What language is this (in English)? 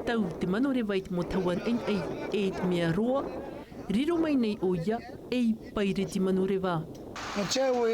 Tahitian